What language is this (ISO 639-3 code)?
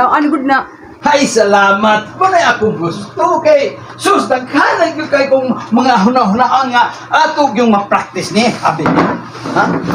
ceb